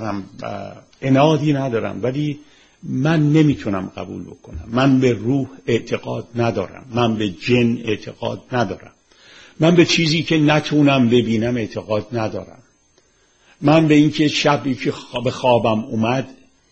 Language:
Persian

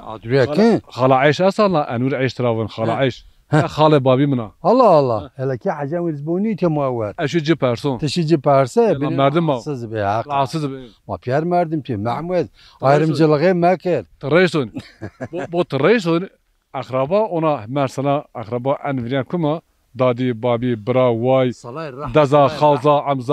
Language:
Zaza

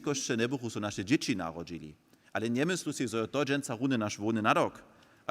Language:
Upper Sorbian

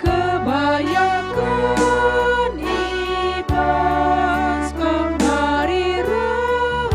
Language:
Batak Karo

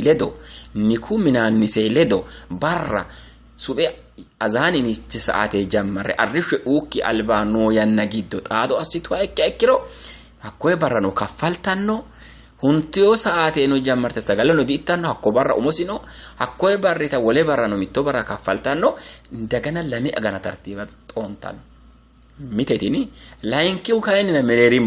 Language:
Sidamo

